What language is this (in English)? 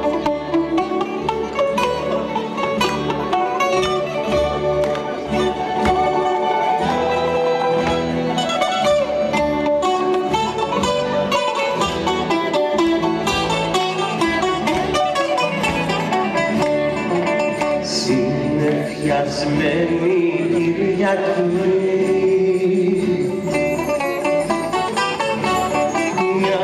Greek